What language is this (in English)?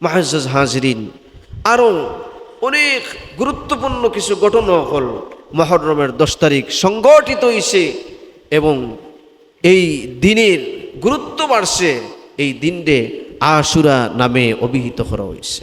Sylheti